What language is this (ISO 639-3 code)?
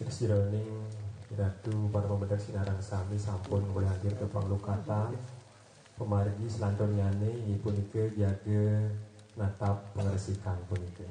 ban